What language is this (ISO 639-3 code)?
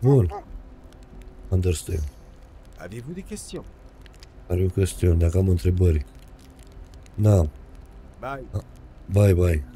ron